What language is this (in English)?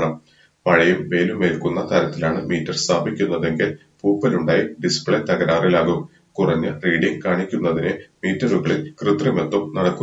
Malayalam